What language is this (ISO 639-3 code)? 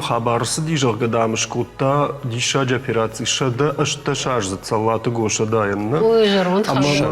oss